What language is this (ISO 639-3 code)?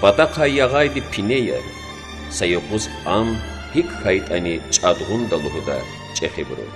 lez